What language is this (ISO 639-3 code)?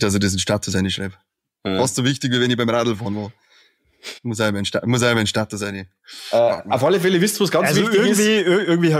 bar